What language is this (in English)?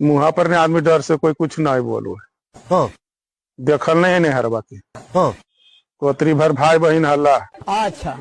Magahi